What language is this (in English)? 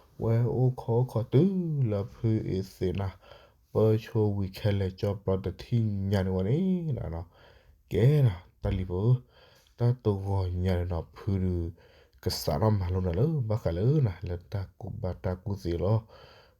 S'gaw Karen